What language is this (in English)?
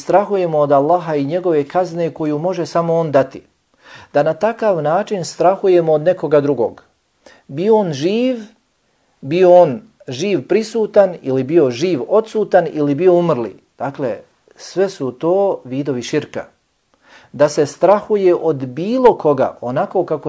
Bosnian